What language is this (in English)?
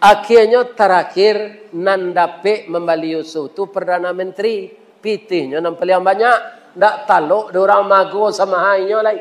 Minangkabau